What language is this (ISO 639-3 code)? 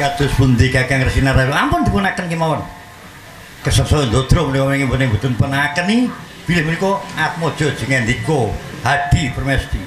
jav